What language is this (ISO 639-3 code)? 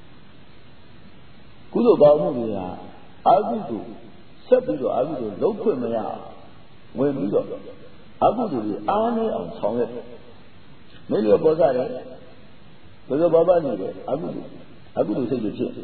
mya